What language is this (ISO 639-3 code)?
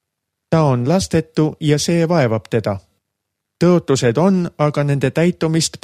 est